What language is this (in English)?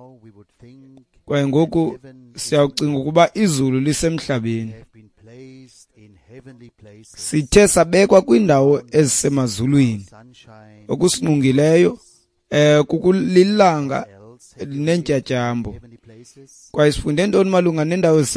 Xhosa